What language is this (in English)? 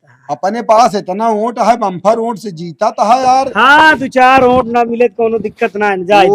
Awadhi